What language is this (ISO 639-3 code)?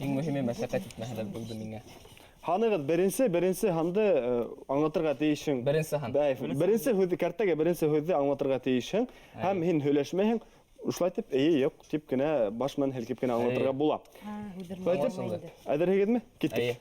bak